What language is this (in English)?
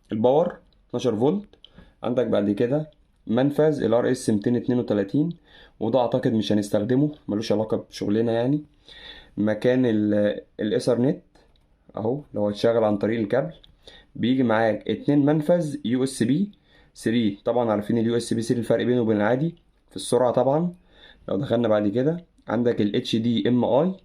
Egyptian Arabic